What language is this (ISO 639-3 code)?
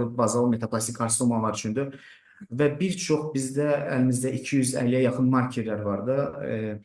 aze